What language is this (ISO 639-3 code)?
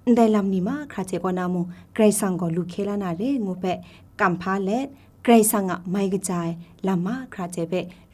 kac